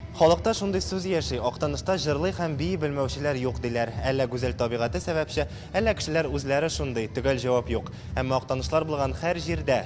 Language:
Tatar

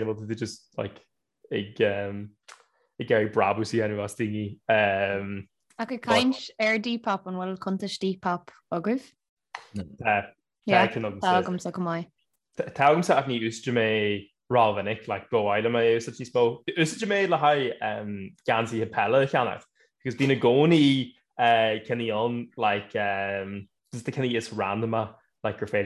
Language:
Irish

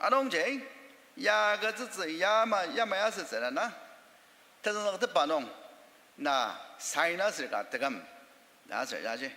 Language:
Ao Naga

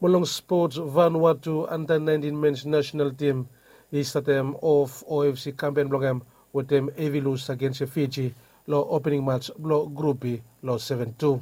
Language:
Bislama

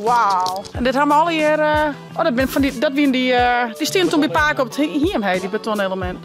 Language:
Western Frisian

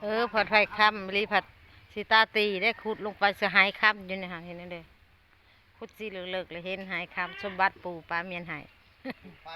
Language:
Northeastern Thai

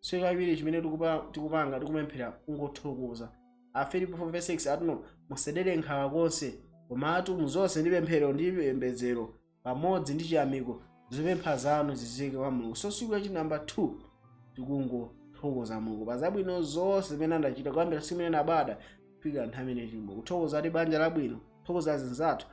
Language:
Nyanja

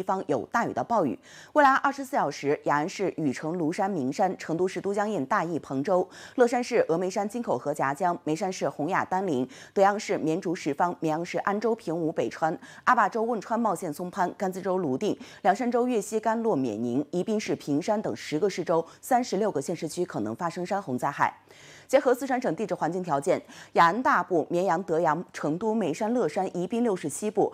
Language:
Chinese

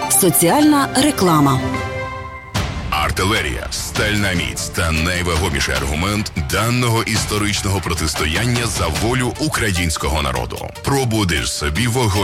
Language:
Ukrainian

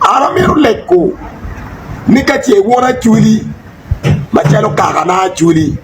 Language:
Acoli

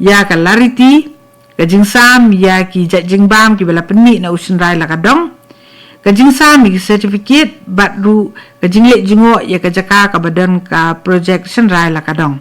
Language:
Khasi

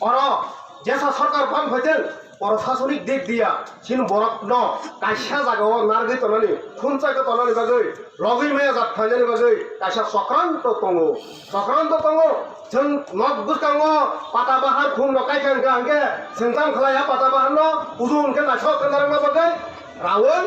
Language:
Kok Borok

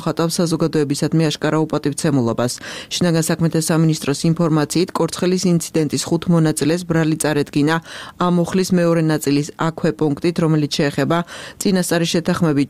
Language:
Georgian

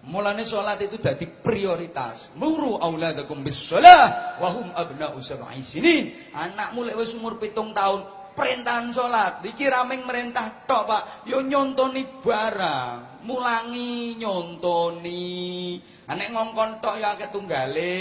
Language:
Javanese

